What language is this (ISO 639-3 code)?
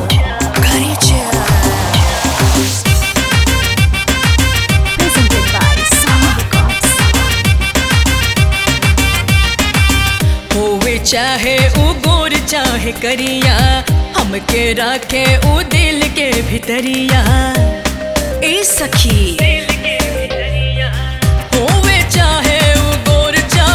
bho